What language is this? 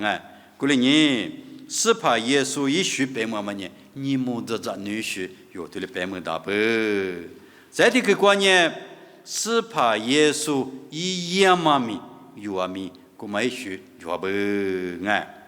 Lisu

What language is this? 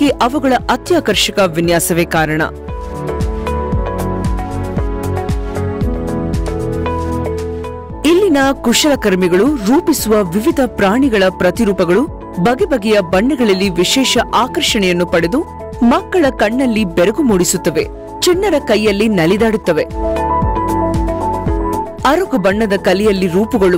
Kannada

